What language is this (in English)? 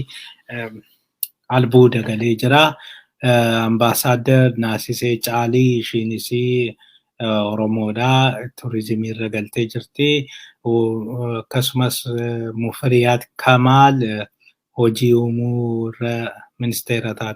Oromo